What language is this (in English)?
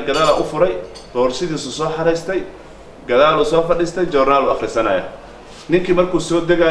Somali